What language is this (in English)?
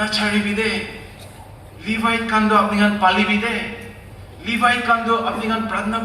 Naga Pidgin